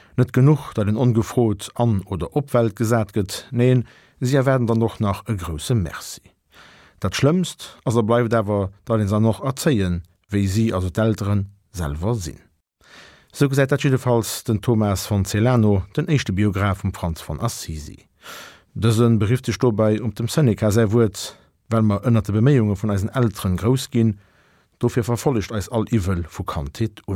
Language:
Luxembourgish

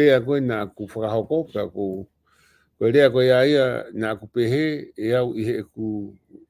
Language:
Tongan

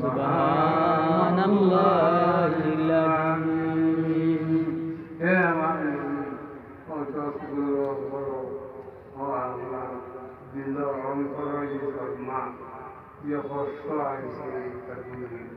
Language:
Sylheti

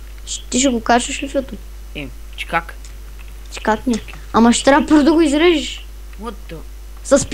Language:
Bulgarian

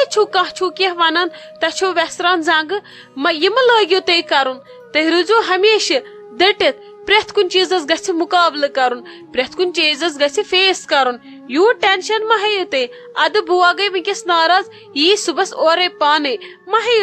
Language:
Kashmiri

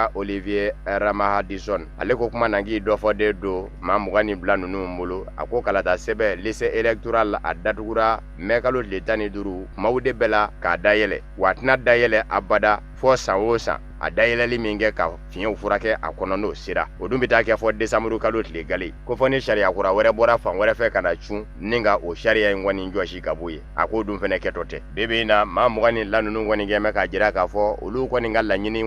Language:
Bambara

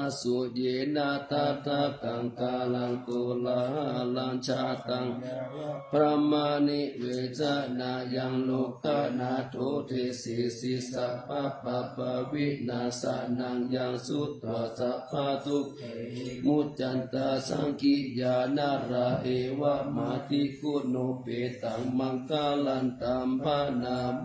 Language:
Pali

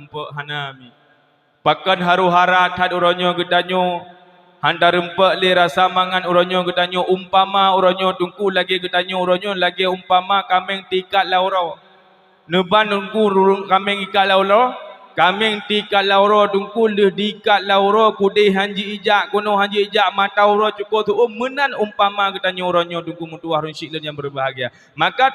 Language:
Achinese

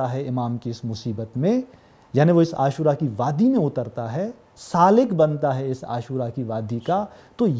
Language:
Urdu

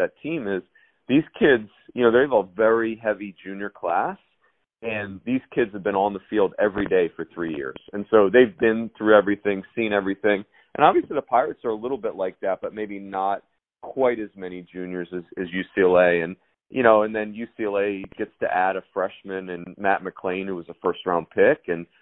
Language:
English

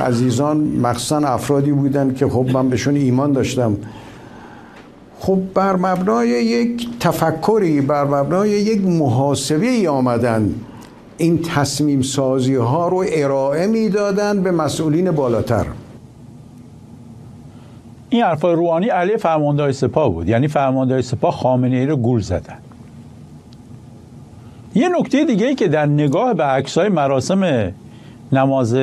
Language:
Persian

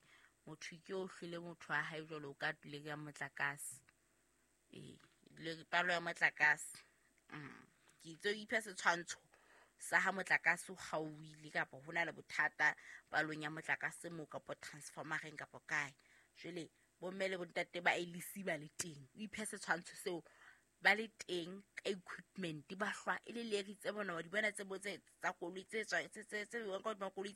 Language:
Southern Sotho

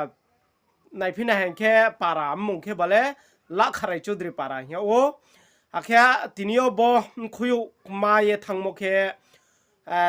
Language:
Riang (India)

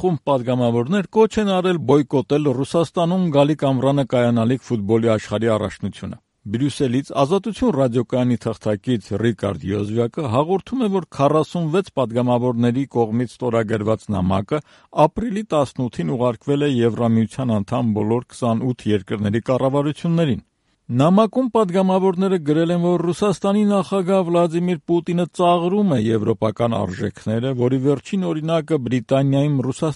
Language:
Armenian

